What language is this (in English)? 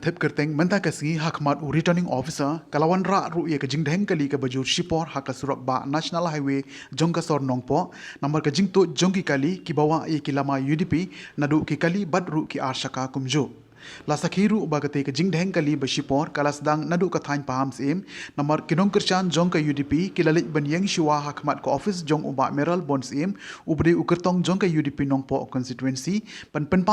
Khasi